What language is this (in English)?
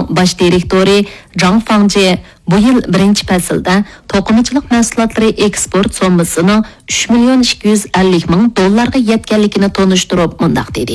Uyghur